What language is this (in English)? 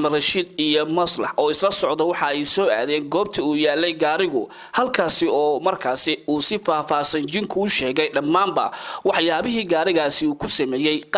Somali